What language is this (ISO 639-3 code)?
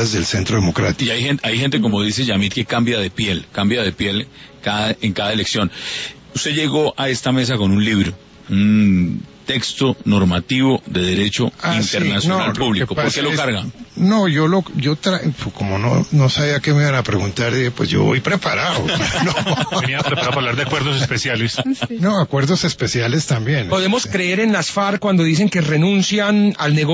spa